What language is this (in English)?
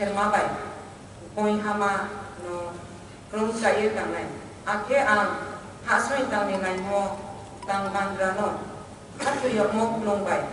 Kok Borok